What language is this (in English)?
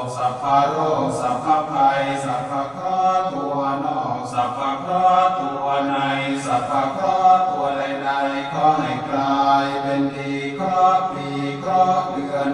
Pali